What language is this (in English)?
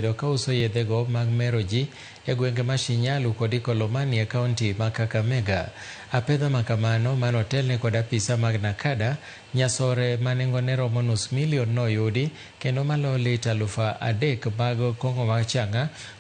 Luo (Kenya and Tanzania)